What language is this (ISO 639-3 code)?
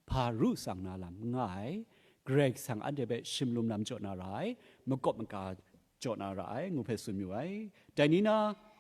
kac